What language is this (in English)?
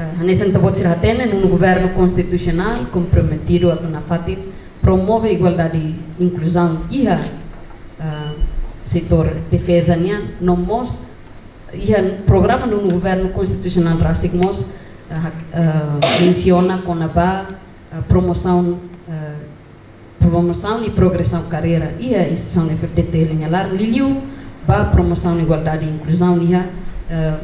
Tetum